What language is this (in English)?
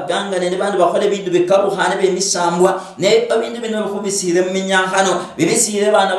Luyia